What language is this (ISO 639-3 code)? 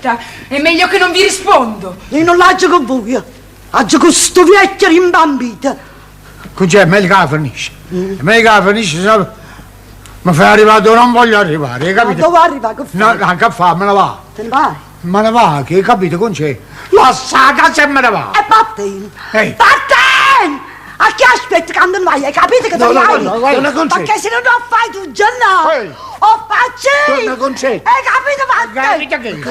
nap